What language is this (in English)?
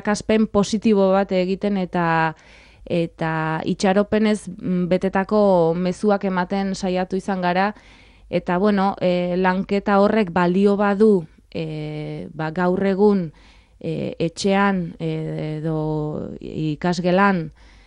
Basque